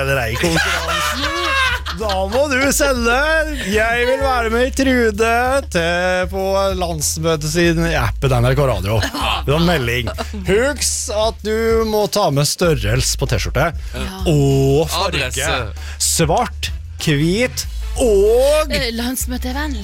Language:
Norwegian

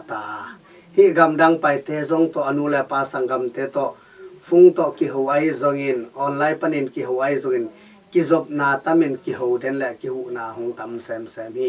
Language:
Tedim Chin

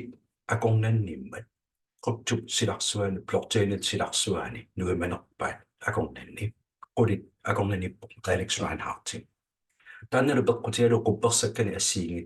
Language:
Kalaallisut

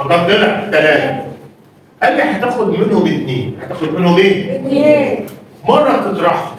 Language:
Egyptian Arabic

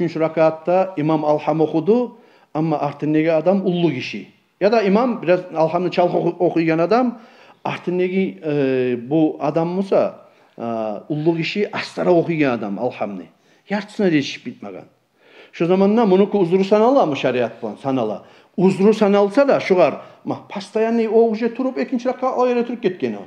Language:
Kumyk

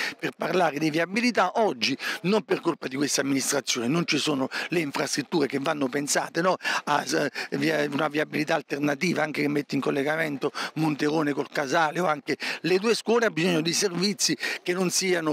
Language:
Italian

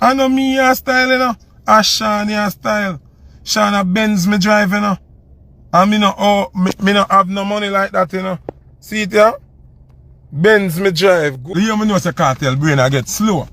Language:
Jamaican Creole English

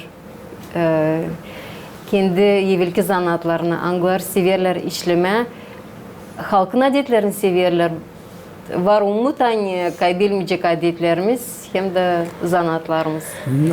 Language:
Gagauz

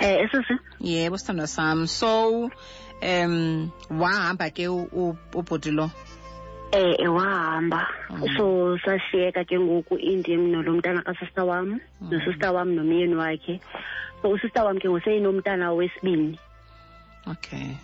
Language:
Xhosa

